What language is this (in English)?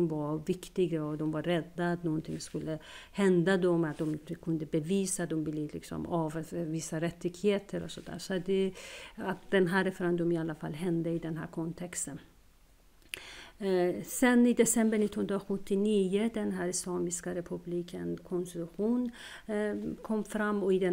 Swedish